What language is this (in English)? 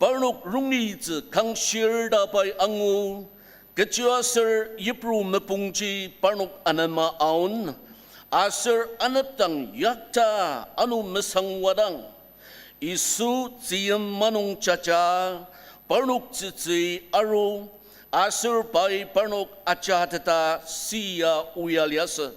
Ao Naga